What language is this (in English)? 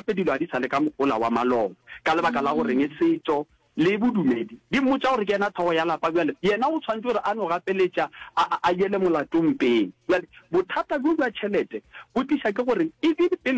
Northern Sotho